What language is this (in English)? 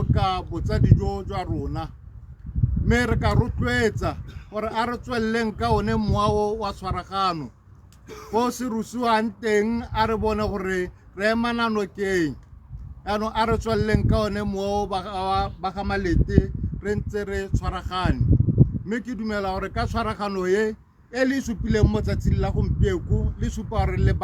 Tswana